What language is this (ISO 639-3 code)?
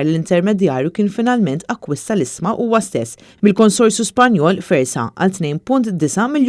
mlt